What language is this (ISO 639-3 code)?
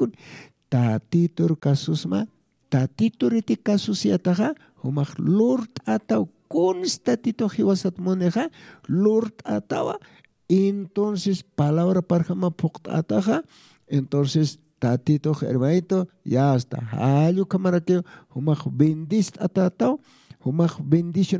aym